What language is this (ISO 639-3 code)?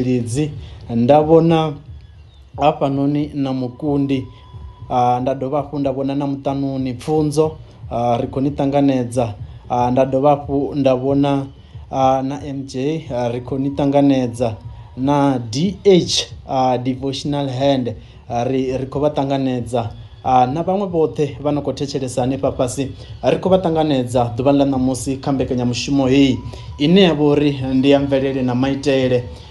ven